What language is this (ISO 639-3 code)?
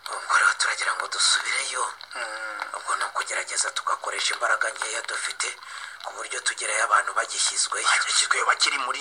kin